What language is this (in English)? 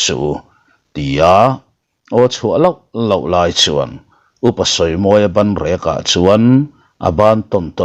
Mizo